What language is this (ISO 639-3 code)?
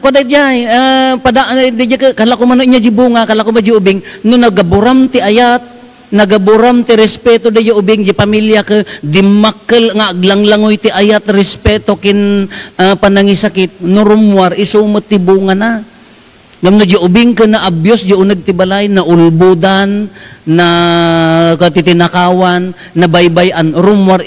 ilo